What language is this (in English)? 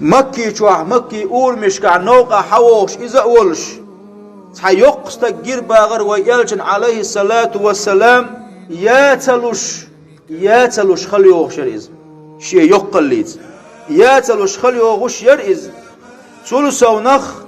Chechen